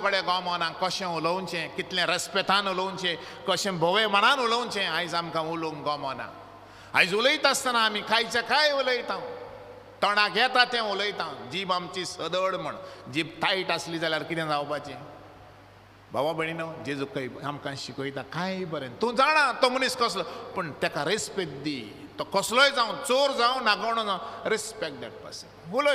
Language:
Konkani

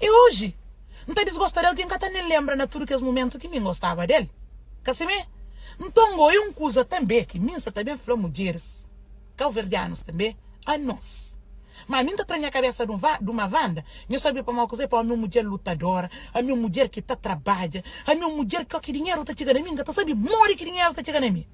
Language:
Kabuverdianu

